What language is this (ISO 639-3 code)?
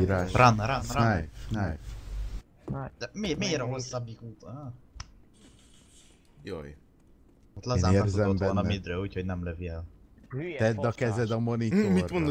hun